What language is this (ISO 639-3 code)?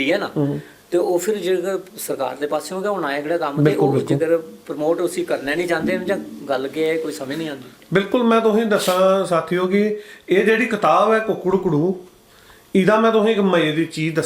doi